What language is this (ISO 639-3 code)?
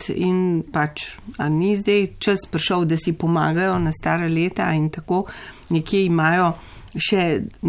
slv